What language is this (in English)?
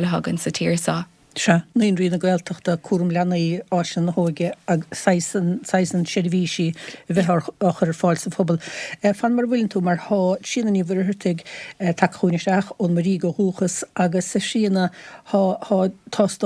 Irish